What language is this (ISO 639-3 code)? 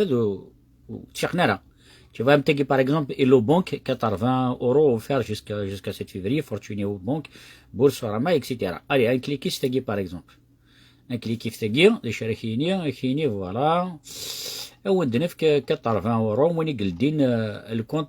kab